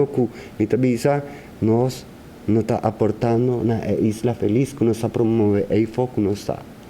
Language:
Papiamento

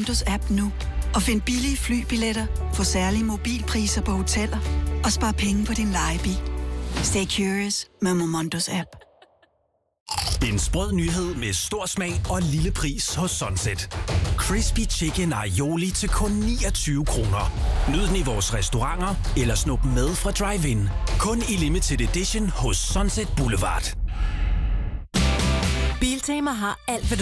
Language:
Danish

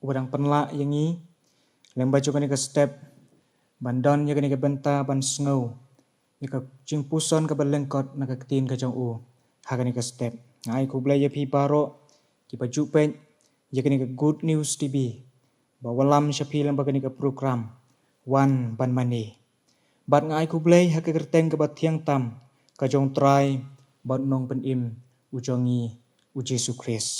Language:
Khasi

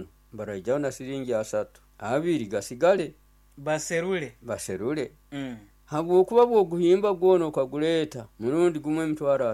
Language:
Nyoro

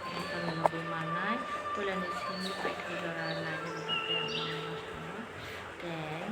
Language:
Kok Borok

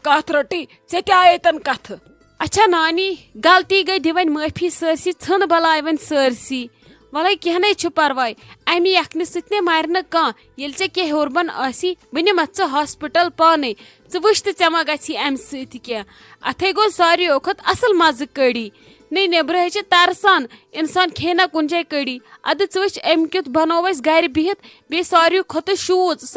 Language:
Kashmiri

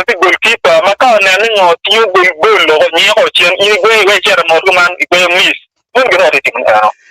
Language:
Acoli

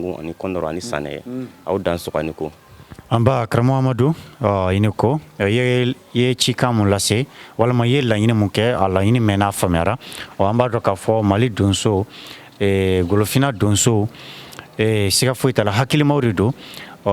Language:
Bambara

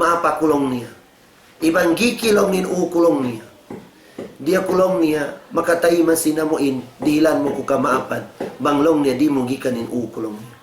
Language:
Tausug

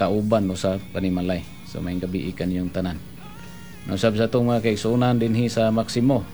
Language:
Cebuano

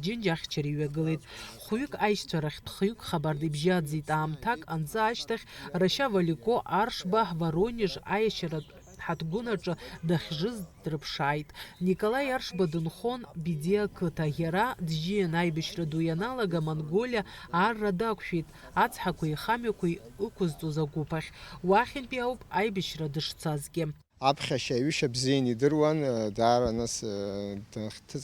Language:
Abkhazian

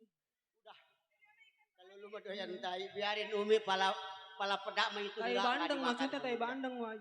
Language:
Betawi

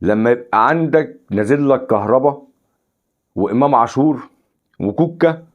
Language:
Egyptian Arabic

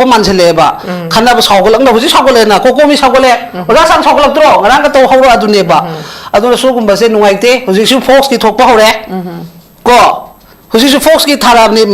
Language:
Manipuri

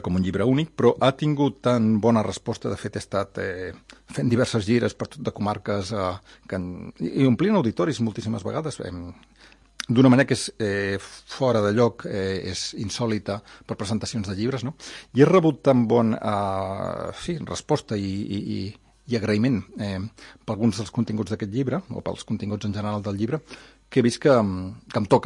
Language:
Catalan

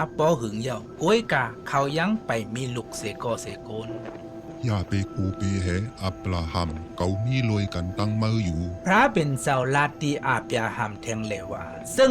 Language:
Shan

